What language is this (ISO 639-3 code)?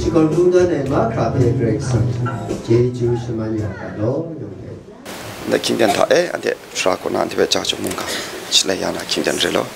kac